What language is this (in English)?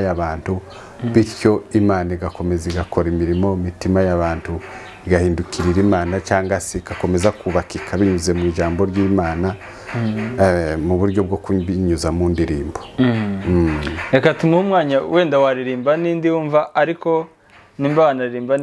Kinyarwanda